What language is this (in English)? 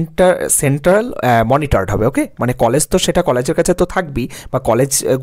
Bangla